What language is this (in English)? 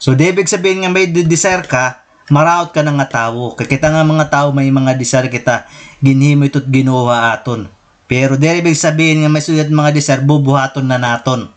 Waray